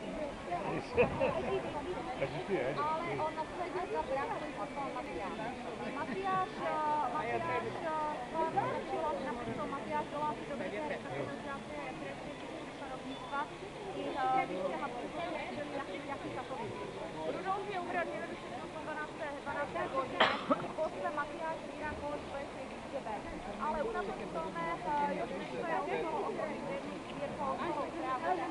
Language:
Slovak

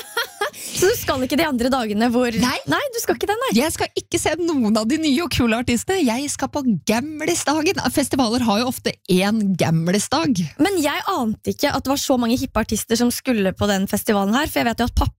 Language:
Norwegian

